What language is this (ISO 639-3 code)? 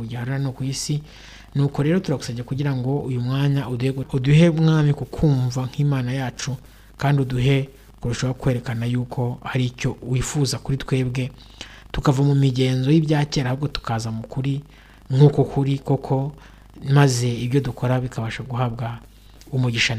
kin